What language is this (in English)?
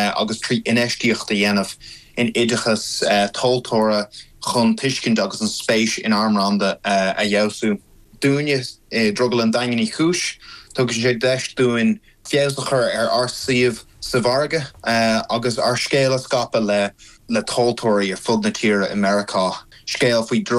Irish